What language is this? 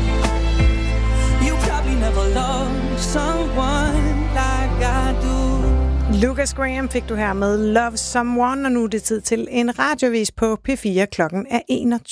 Danish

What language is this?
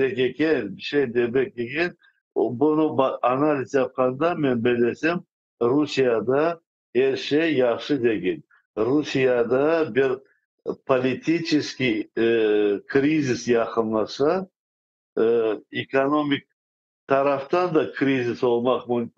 Crimean Tatar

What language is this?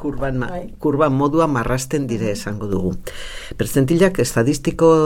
Basque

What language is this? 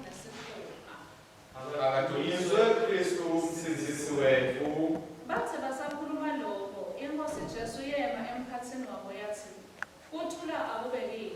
Swati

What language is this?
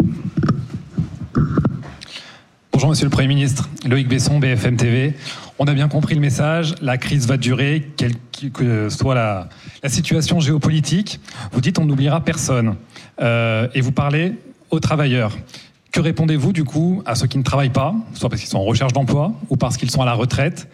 French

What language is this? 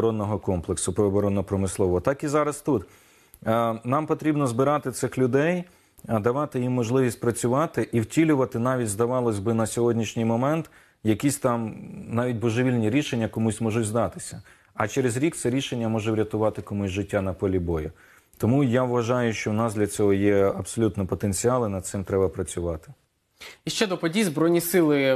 Ukrainian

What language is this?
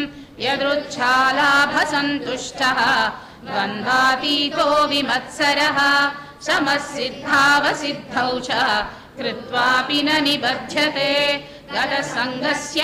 Sanskrit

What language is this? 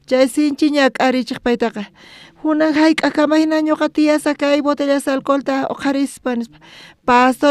South Bolivian Quechua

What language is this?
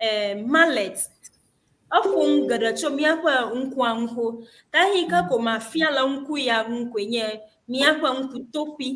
Ewe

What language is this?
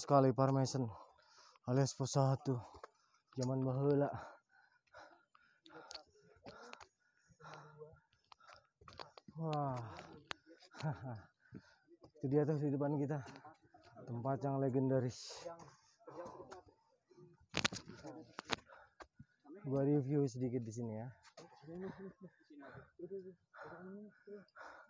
Indonesian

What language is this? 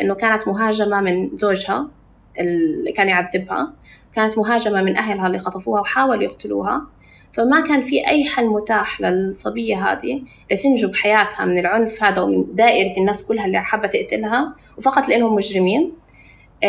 North Levantine Arabic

